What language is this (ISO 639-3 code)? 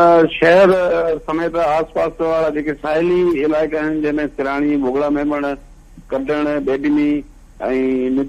snd